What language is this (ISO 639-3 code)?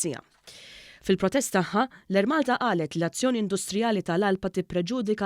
mlt